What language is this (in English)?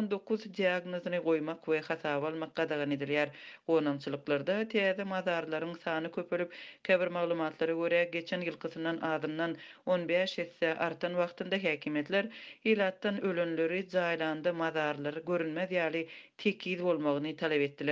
Turkmen